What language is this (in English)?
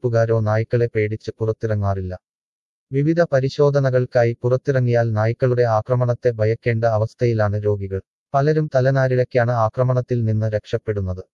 Malayalam